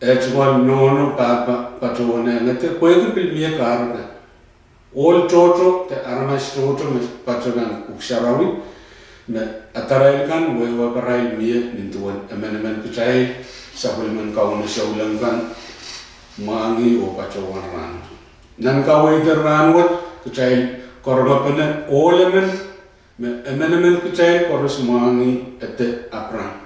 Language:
Pohnpeian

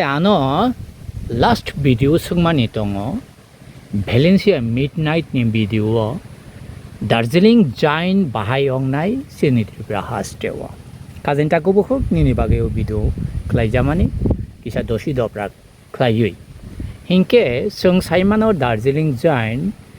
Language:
Kok Borok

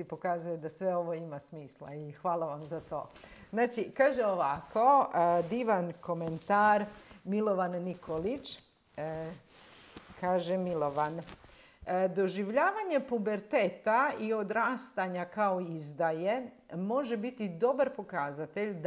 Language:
Croatian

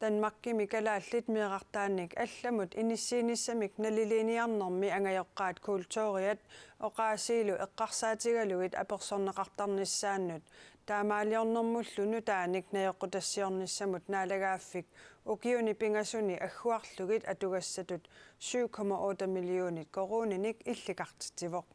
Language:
Kalaallisut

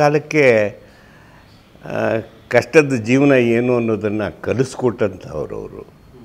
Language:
Kannada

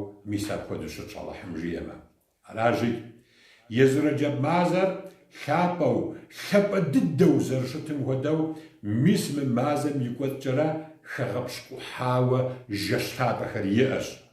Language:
Kabardian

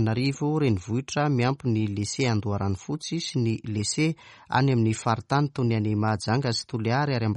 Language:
Malagasy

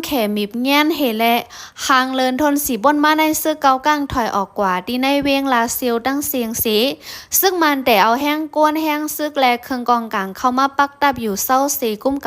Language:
Shan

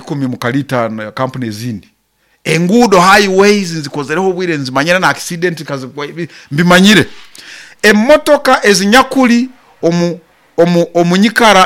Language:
Nyoro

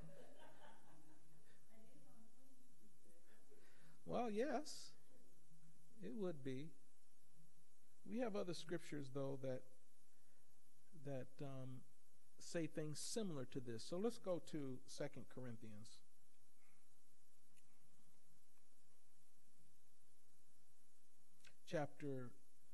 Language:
English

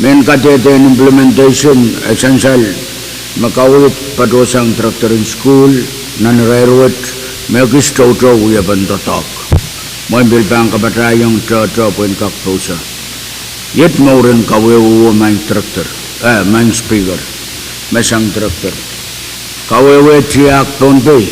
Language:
Pohnpeian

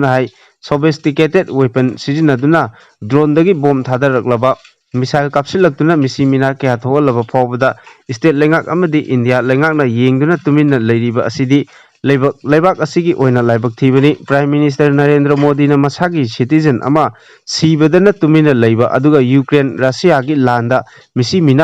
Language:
Manipuri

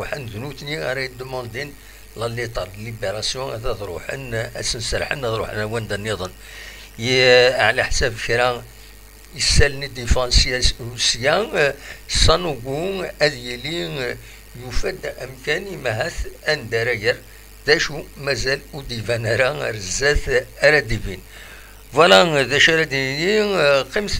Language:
Kabyle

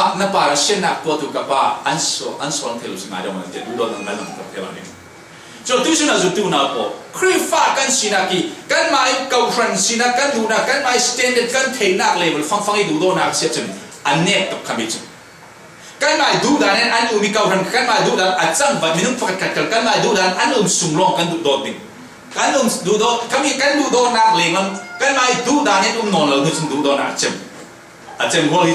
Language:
Falam Chin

